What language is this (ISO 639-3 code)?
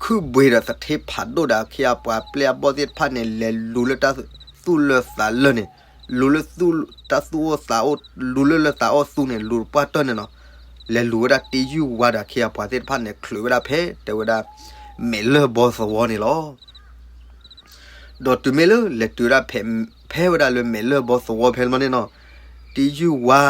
ksw